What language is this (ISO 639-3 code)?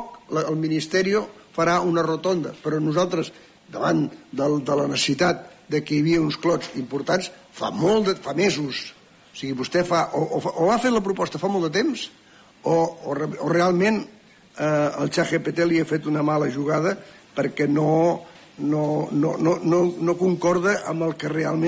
cat